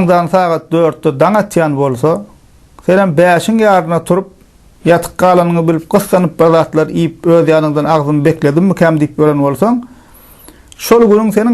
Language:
Turkmen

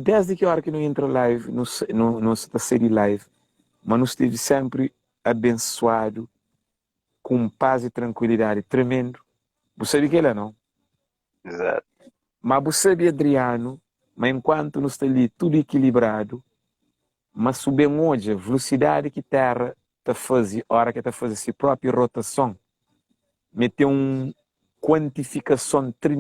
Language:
Kabuverdianu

